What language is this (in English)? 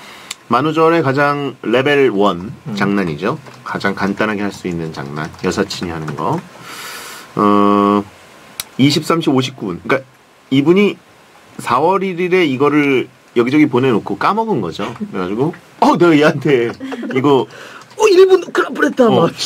Korean